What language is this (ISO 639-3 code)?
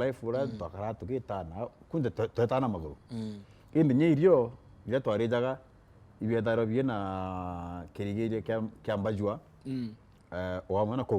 mer